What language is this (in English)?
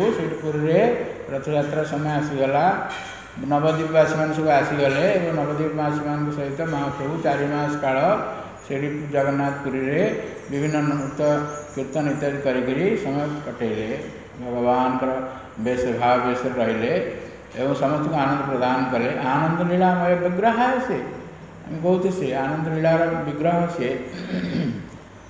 Odia